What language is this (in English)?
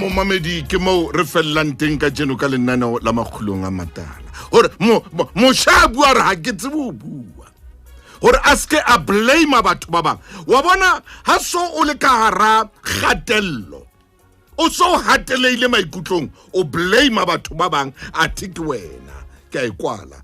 Southern Sotho